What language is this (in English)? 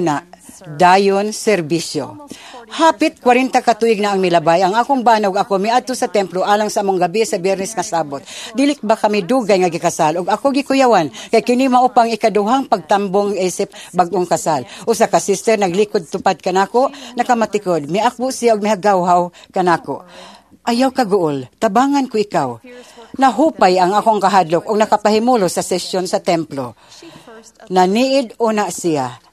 Cebuano